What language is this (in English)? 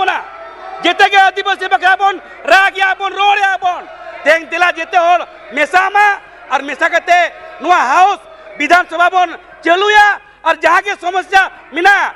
Santali